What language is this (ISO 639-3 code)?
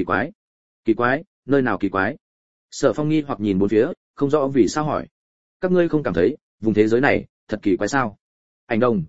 vie